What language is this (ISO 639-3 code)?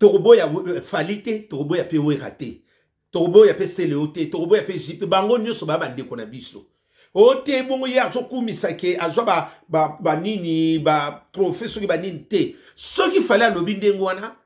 lin